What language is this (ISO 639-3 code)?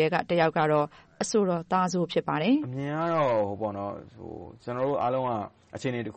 mya